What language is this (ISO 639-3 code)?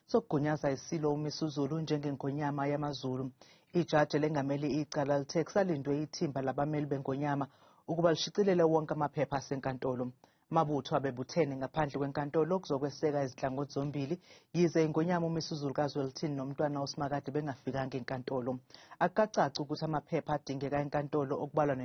zul